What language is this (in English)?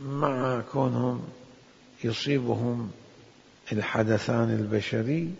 Mesopotamian Arabic